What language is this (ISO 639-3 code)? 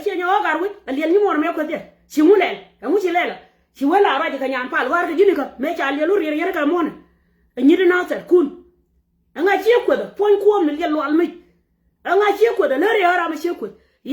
nus